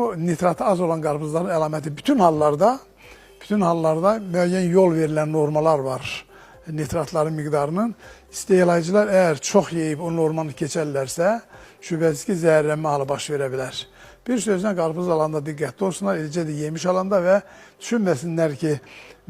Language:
Azerbaijani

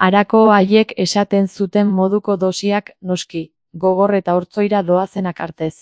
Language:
Basque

